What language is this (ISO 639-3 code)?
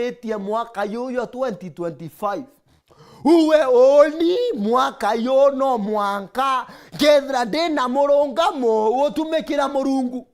mer